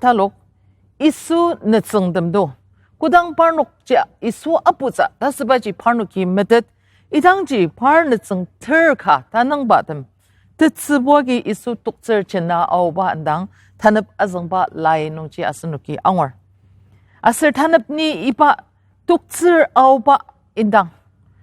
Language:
Ao Naga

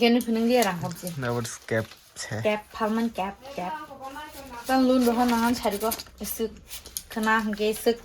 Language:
Kok Borok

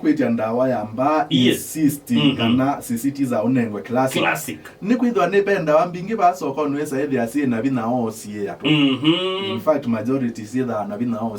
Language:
Kamba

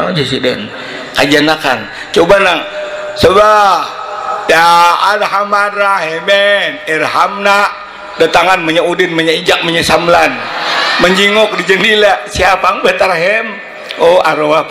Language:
Banjar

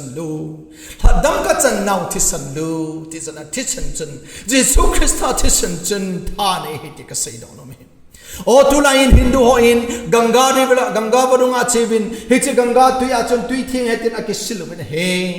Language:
Thado Chin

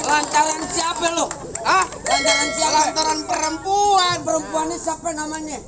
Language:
Betawi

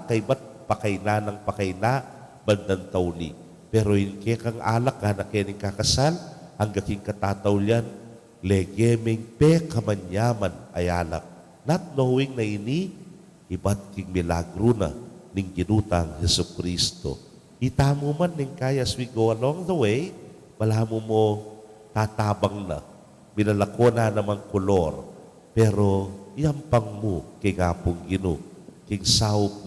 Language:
Pampanga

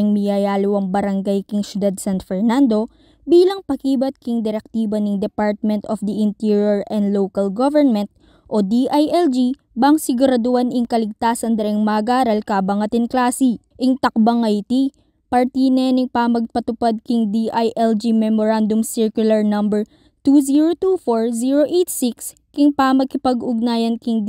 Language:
Pampanga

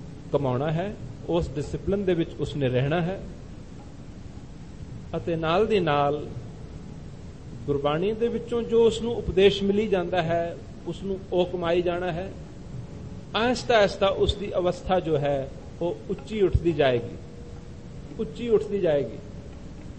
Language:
Punjabi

